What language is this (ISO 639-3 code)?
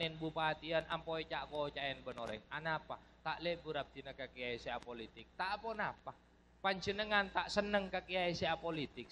mad